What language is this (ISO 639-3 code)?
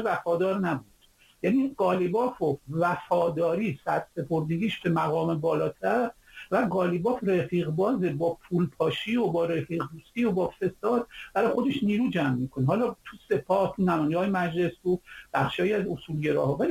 fas